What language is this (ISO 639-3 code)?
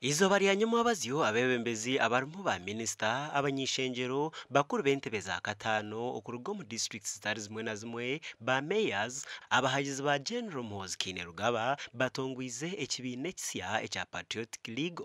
nyn